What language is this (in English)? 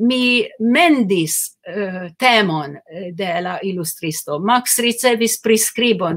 Esperanto